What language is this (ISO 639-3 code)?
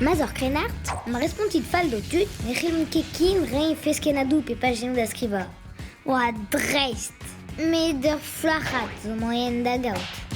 bre